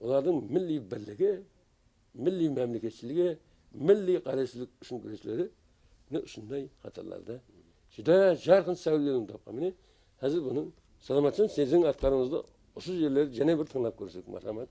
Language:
Kara-Kalpak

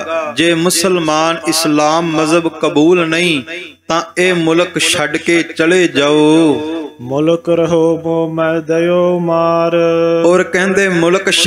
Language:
Punjabi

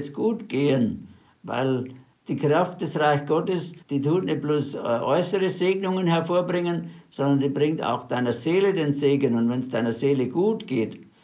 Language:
German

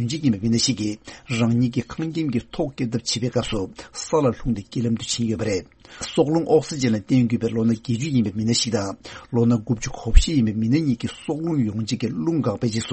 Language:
Tibetan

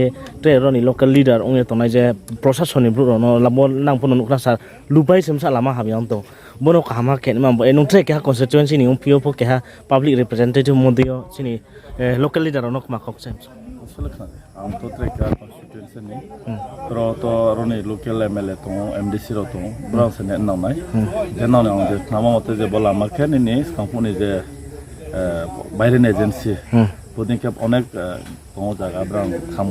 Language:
Riang (India)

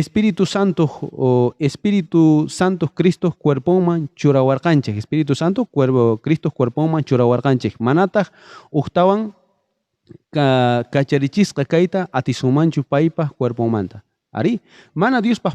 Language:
South Bolivian Quechua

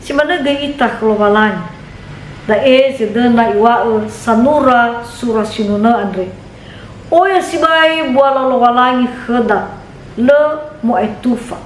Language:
Nias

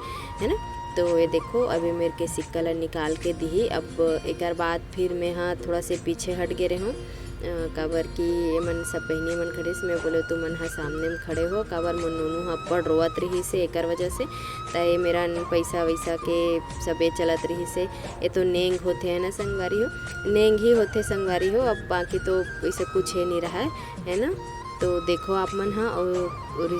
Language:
Chhattisgarhi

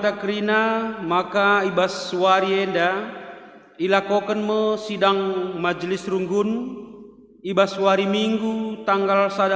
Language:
Batak Karo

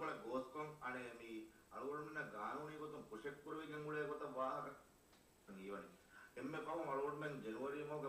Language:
Divehi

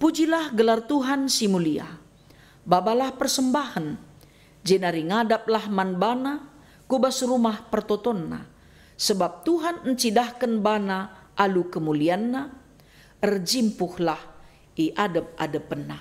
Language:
Batak Karo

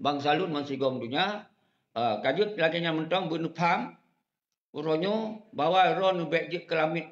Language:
Achinese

